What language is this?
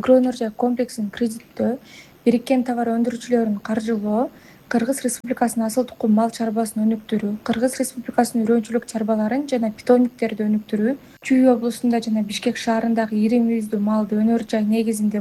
Kyrgyz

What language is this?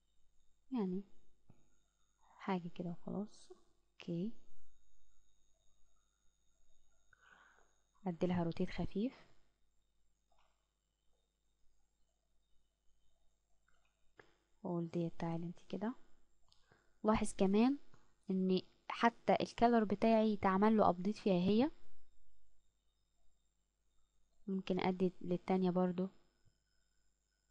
Egyptian Arabic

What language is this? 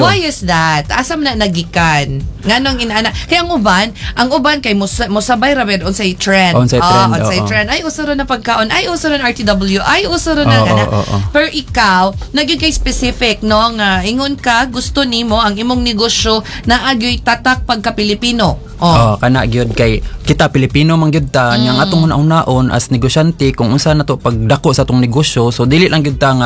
Cebuano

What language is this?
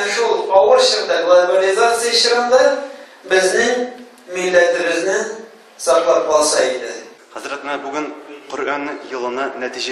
Tatar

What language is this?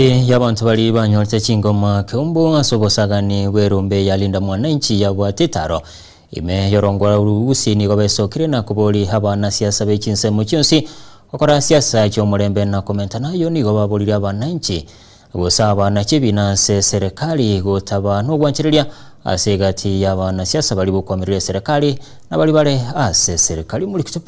Gusii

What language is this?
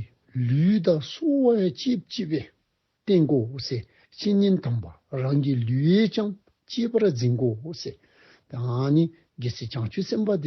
Dzongkha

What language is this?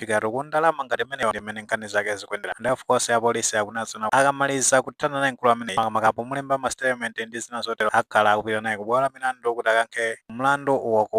Nyanja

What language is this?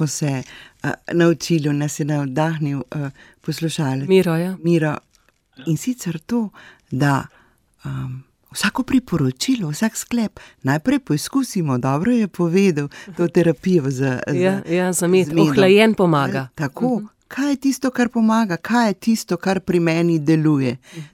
Slovenian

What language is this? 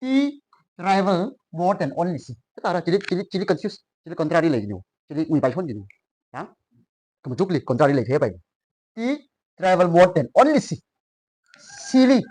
Tangkhul Naga (India)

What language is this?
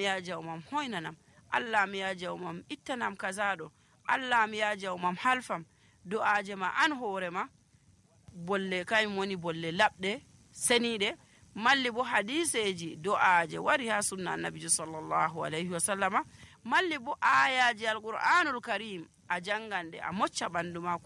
Nigerian Fulfulde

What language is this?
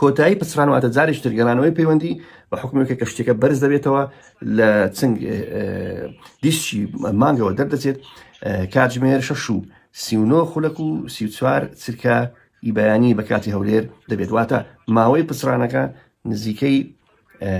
Central Kurdish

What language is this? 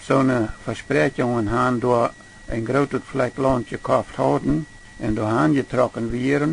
Plautdietsch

